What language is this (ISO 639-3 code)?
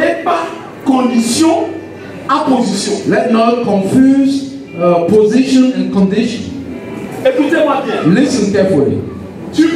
fra